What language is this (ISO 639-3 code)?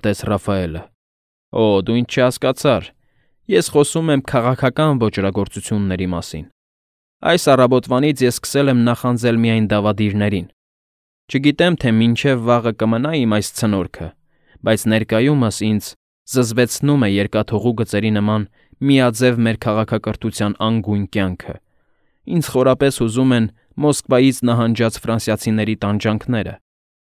hye